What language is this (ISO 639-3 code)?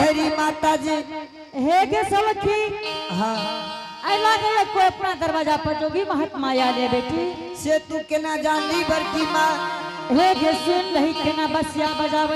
anp